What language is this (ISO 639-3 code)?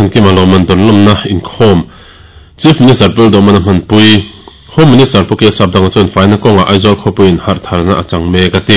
lus